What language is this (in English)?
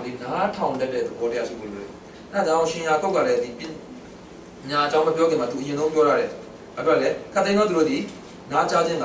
Burmese